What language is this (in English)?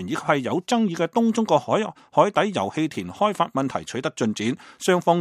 Cantonese